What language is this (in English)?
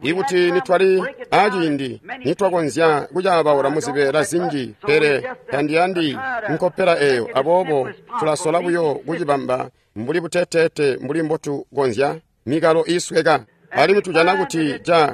Tonga (Zambia)